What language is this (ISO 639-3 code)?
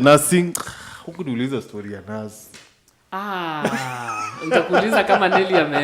mer